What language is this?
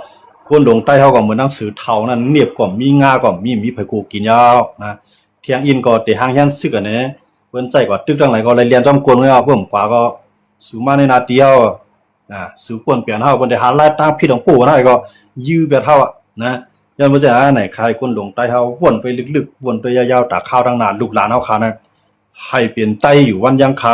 Shan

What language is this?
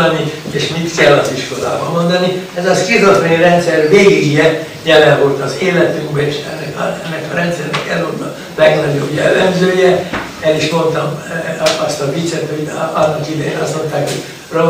Hungarian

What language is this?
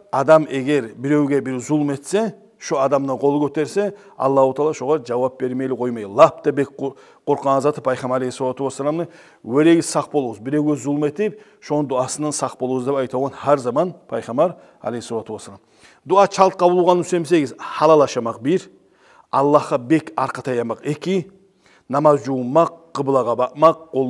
Kumyk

